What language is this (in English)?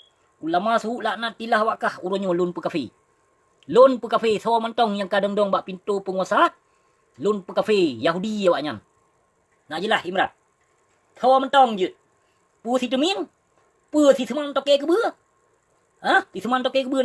Achinese